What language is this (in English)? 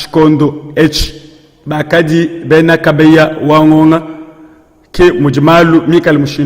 Luba-Lulua